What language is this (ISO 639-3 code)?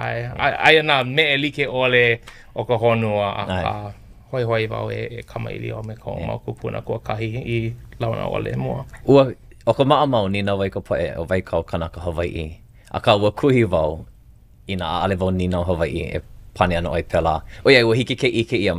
haw